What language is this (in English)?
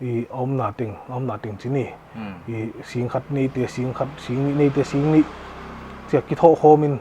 Paite Chin